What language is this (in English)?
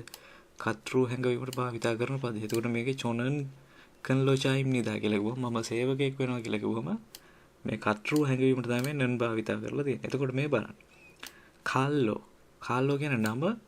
Sinhala